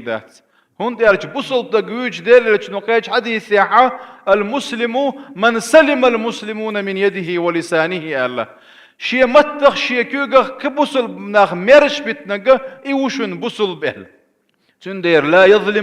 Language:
Chechen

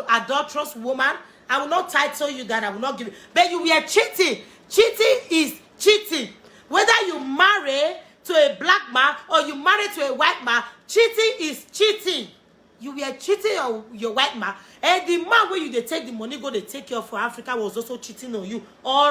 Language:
Nigerian Pidgin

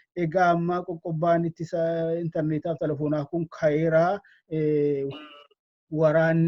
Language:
Oromo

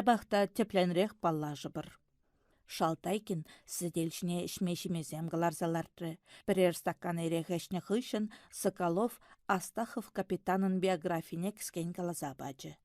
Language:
Chuvash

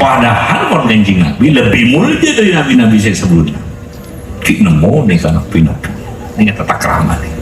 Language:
Madurese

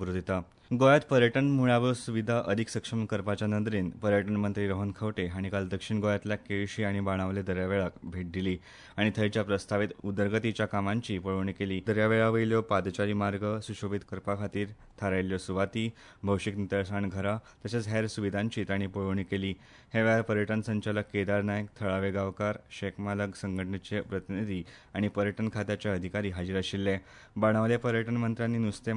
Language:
Konkani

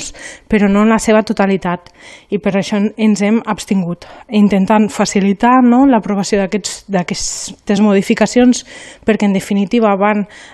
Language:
Catalan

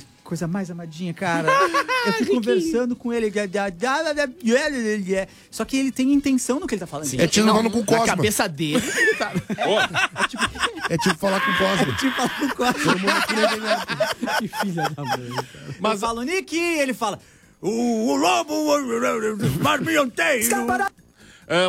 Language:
Portuguese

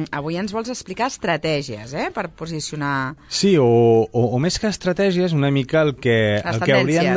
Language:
Catalan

